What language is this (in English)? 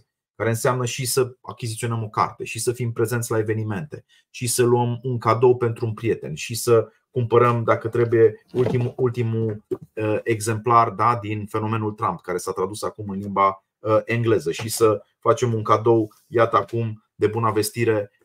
Romanian